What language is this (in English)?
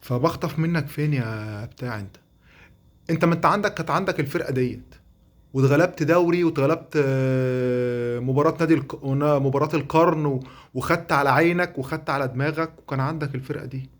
Egyptian Arabic